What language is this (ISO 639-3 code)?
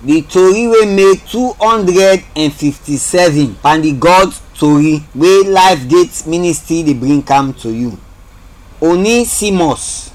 kri